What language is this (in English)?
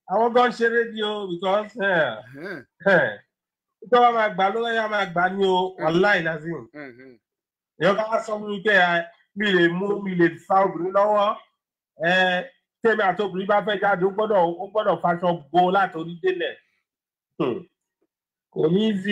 Yoruba